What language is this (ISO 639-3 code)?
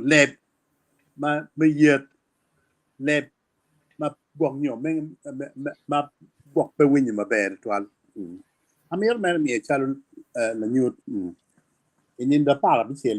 ach